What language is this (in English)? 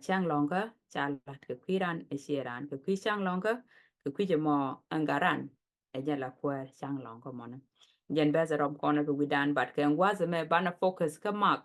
Nuer